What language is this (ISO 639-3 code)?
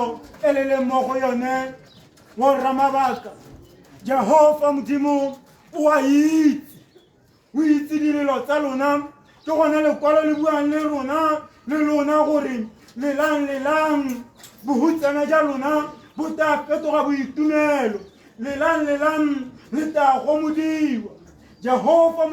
tsn